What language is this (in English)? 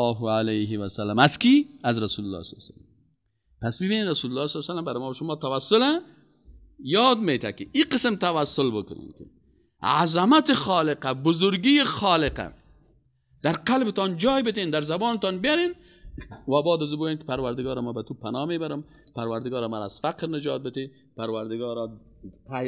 Persian